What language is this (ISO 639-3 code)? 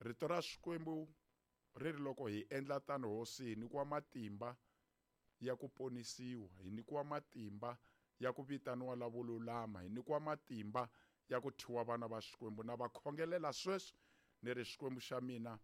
tso